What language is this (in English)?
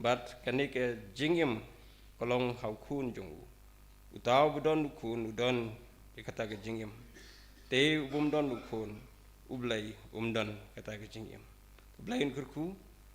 Khasi